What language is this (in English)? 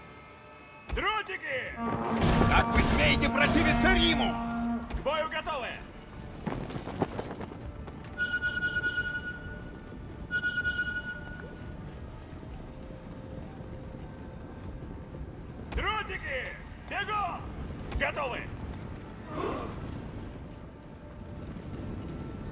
Russian